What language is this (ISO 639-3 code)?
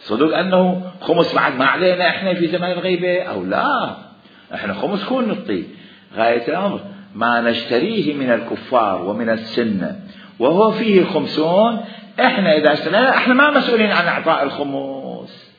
acm